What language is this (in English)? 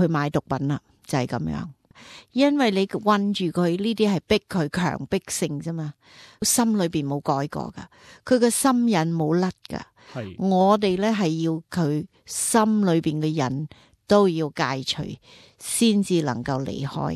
Cantonese